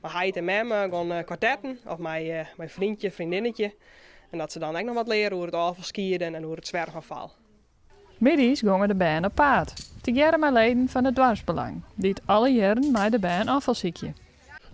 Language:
Western Frisian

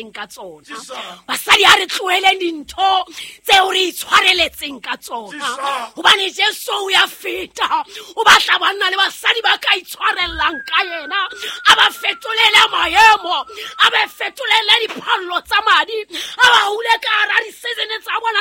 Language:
Southern Sotho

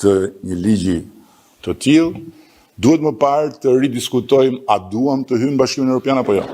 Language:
Albanian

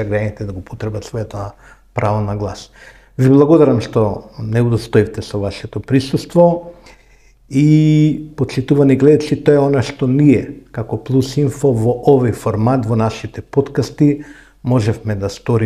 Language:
Macedonian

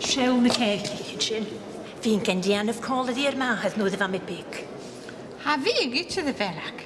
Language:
Scottish Gaelic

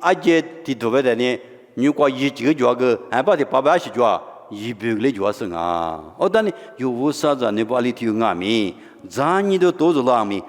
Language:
Lisu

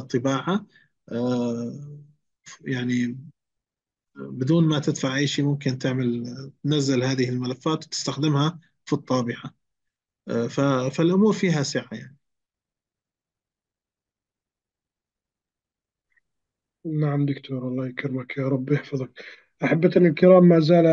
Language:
Arabic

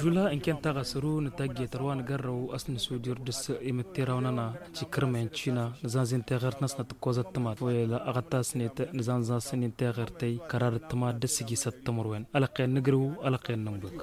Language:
Tamasheq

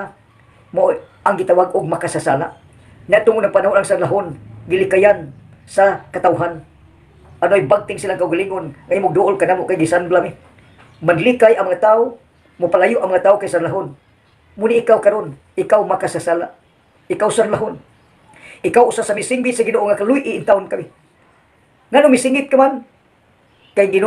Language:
Cebuano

